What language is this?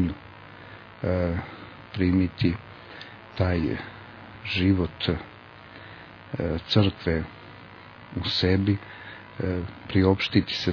Croatian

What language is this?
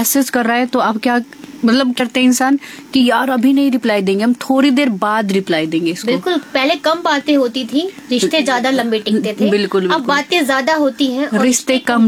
Hindi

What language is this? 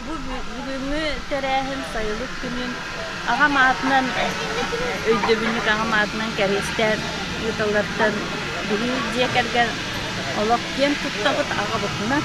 Yakut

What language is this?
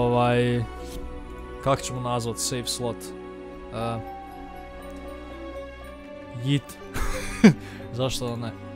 Croatian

